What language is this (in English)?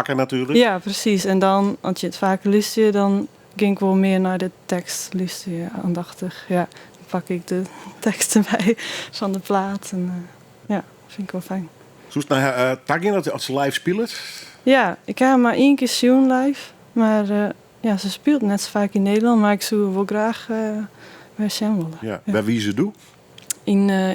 Western Frisian